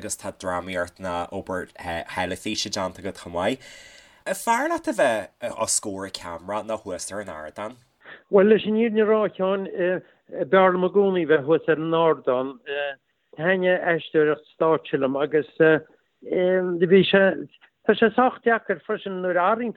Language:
Irish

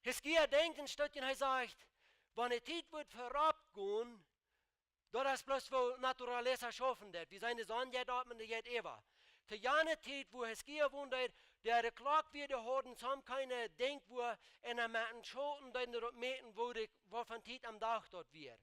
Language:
Plautdietsch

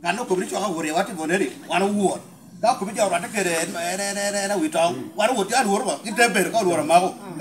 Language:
Lango (Uganda)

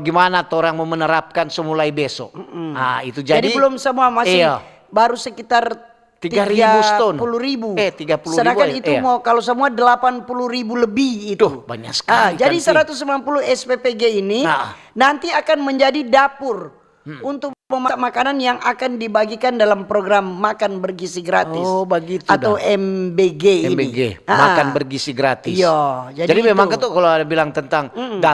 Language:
Manado Malay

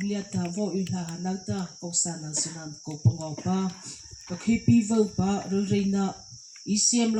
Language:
Mara Chin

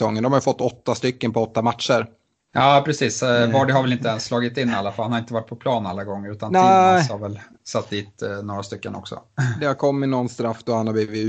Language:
Swedish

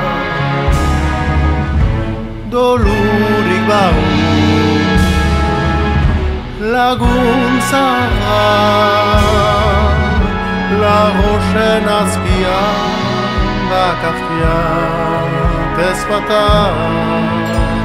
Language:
Basque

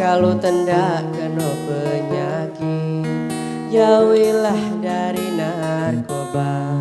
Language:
Musi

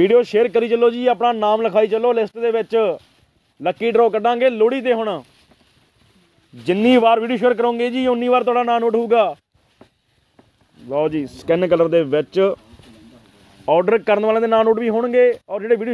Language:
Punjabi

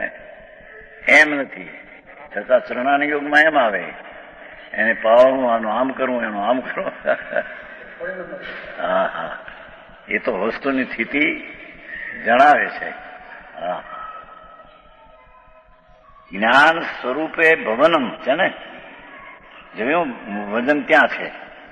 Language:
Gujarati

